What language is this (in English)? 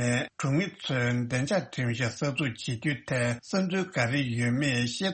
Tibetan